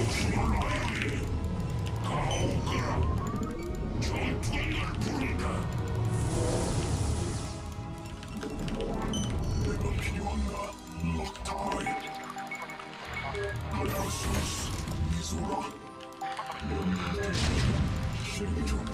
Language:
Korean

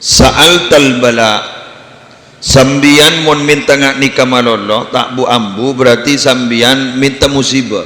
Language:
Madurese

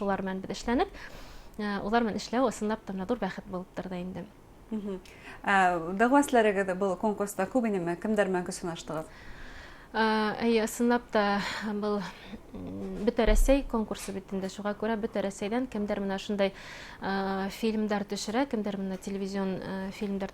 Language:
Bashkir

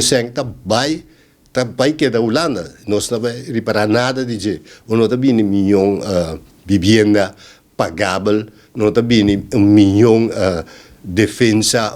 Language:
Papiamento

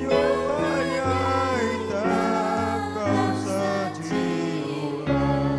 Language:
Ayacucho Quechua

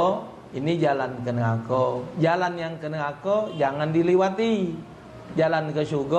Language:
Musi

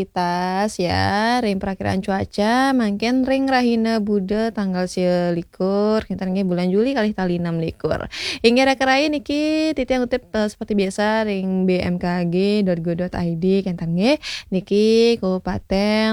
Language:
Balinese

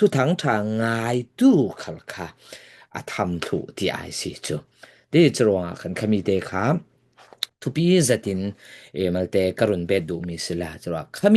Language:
Falam Chin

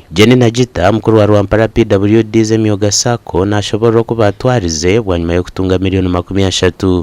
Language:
Nyankole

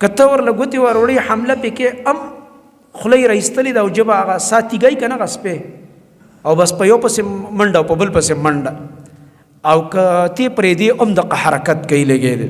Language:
Pashto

